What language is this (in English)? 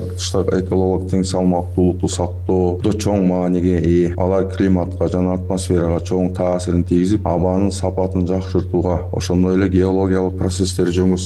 Kyrgyz